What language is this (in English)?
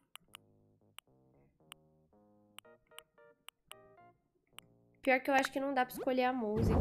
Portuguese